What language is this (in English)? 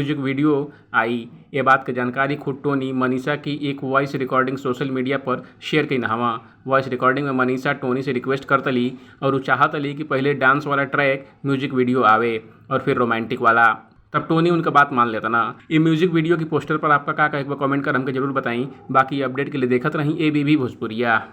Bhojpuri